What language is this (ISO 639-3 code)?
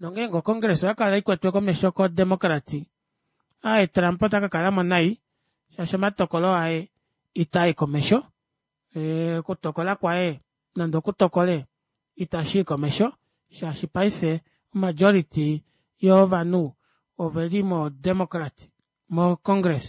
kua